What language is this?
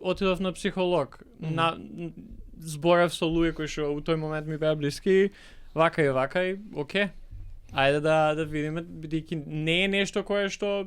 Macedonian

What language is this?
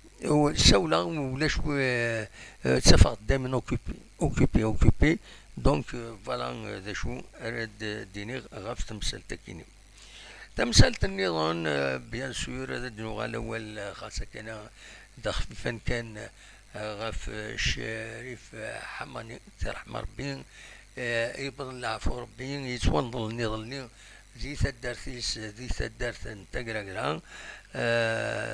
Kabyle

